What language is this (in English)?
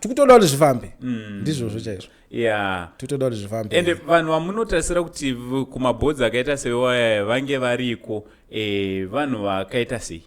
Shona